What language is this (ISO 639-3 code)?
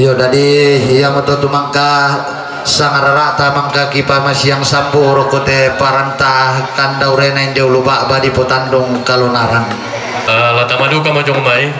sda